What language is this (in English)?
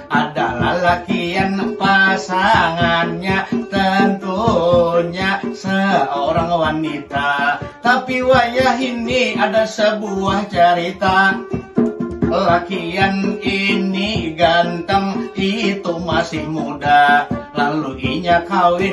Banjar